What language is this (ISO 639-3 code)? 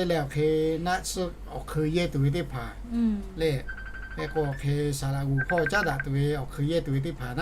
lhu